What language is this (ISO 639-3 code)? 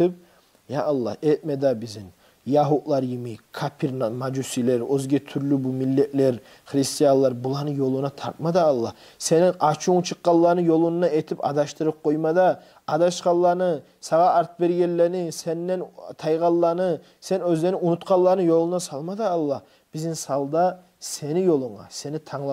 kum